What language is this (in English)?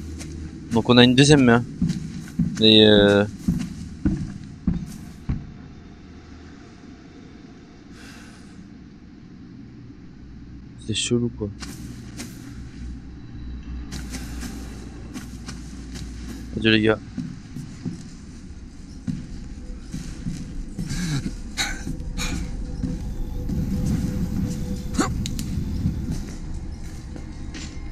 French